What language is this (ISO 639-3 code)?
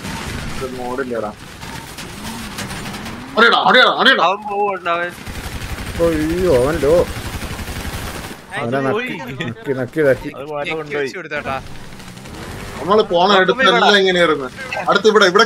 mal